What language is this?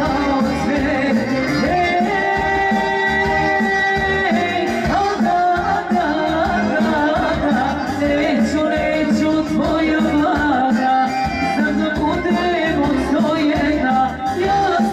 Croatian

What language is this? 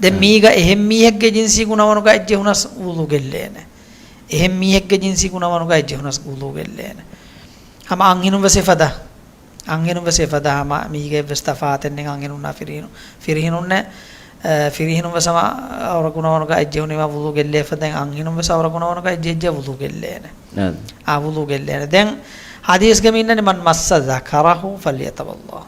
Divehi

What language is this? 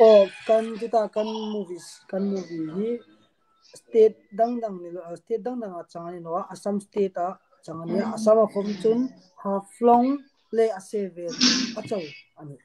Hmar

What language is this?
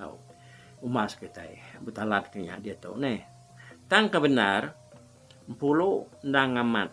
Iban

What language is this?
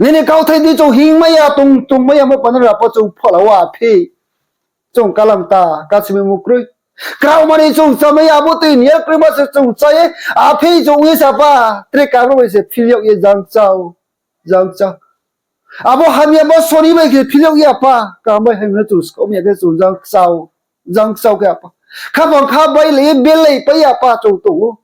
Riang (India)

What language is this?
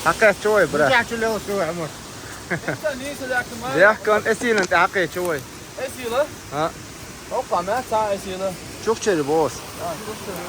Chechen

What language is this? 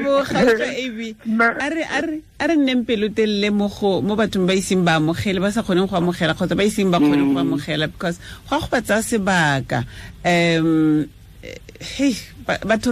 Tswana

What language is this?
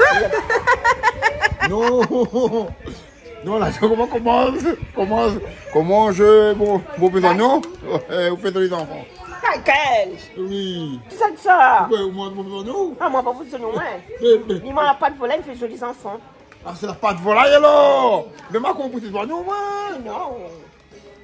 Réunion Creole French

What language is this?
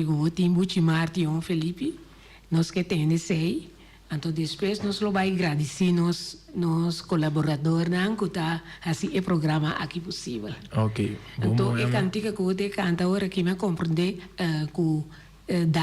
Papiamento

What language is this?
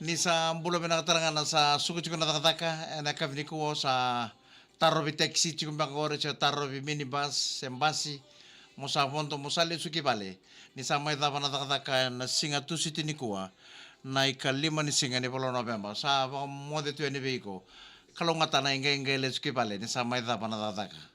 Fijian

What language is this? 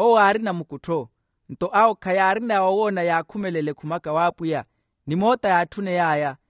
Makhuwa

